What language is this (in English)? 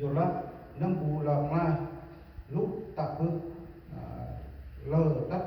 Central Mnong